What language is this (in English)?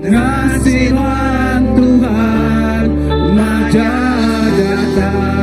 Iban